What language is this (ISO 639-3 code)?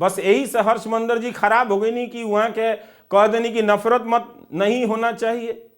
bho